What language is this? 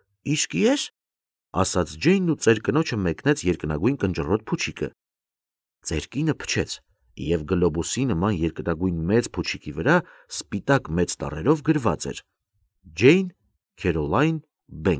Armenian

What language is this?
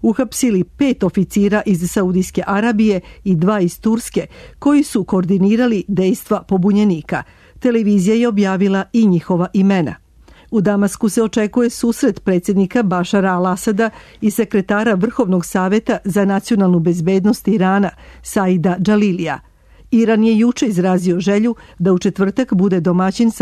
Serbian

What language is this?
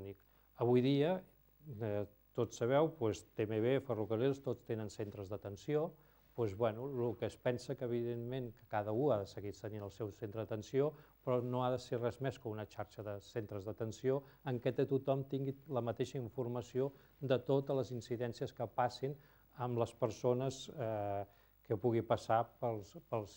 Catalan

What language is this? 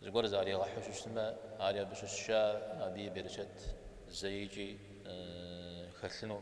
Kabardian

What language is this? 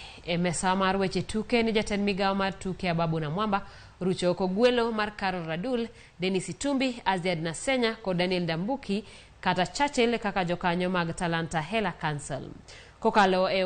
Luo (Kenya and Tanzania)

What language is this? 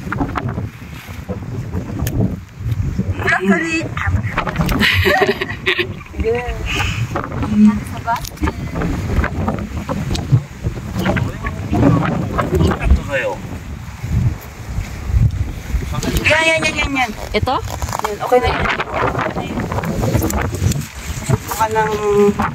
Filipino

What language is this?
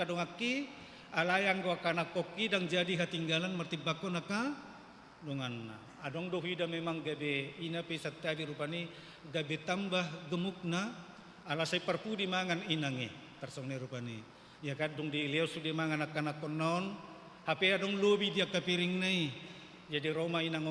Batak Toba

